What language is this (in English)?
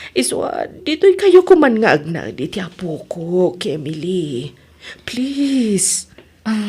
Iloko